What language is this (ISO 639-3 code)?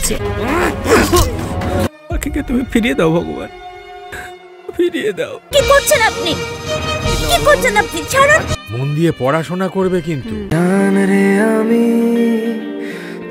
ben